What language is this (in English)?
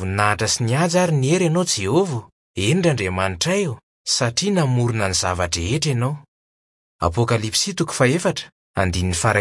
Malagasy